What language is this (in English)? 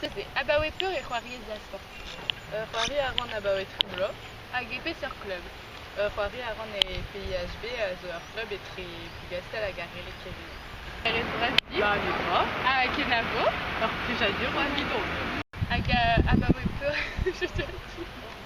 Breton